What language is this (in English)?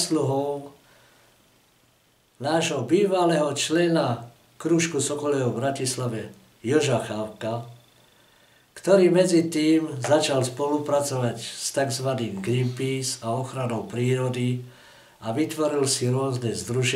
Slovak